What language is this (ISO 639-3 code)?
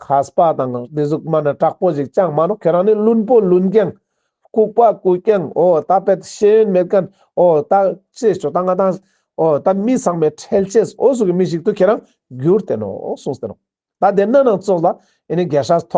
lbj